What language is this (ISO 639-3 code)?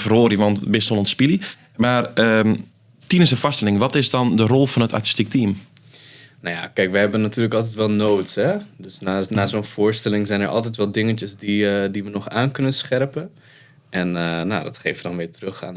fry